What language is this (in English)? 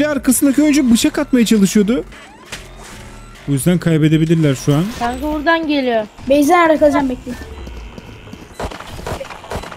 Turkish